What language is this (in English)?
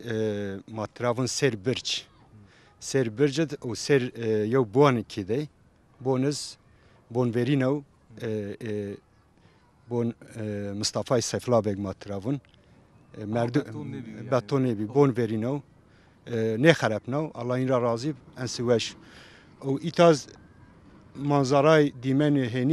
Zaza